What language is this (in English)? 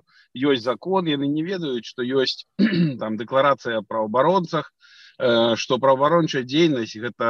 Belarusian